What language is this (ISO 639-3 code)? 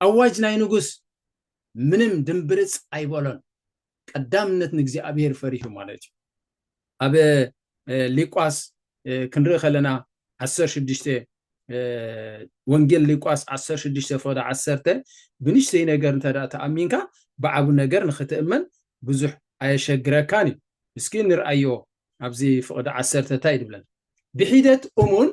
tir